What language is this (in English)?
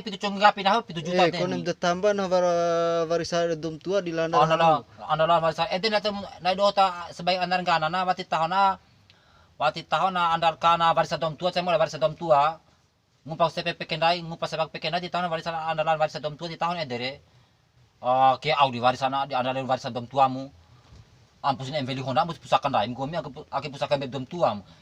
Bima